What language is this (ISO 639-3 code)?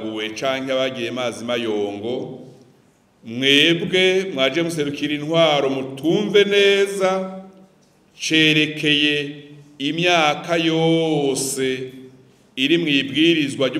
run